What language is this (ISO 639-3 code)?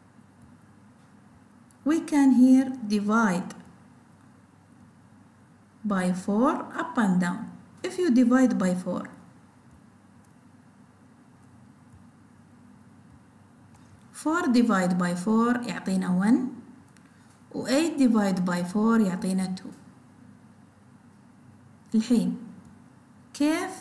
afb